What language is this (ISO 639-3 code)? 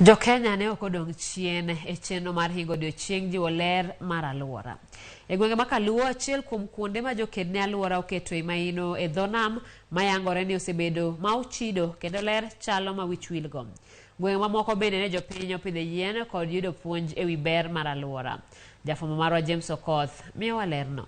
luo